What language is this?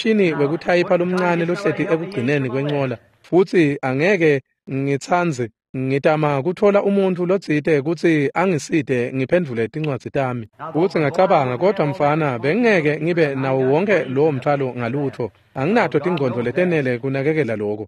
Swati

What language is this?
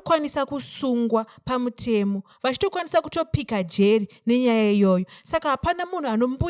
Shona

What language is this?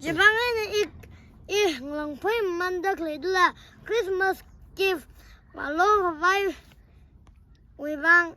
Tangkhul Naga (India)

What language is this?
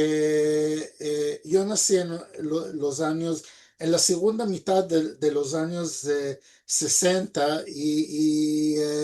Ladino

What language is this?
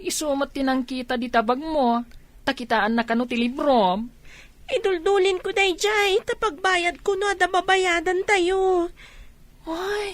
Iloko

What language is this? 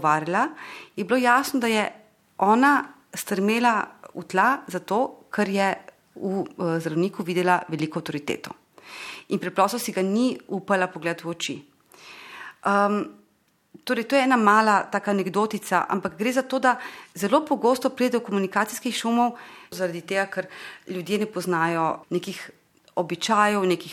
Slovenian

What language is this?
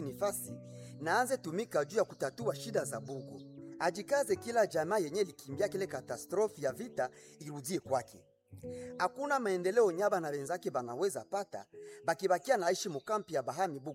Swahili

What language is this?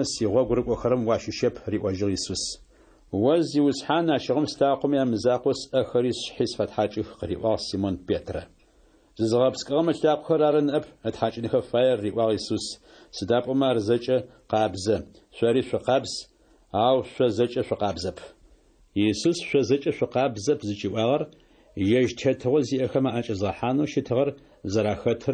Adyghe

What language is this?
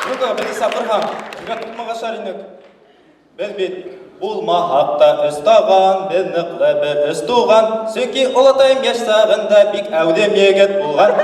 Bashkir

